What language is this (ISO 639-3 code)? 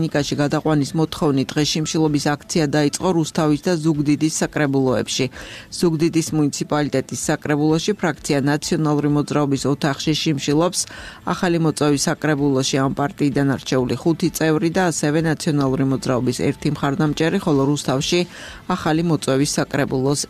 kat